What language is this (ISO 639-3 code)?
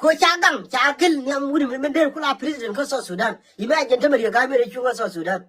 nus